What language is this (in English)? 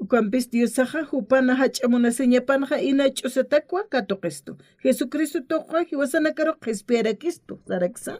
Aymara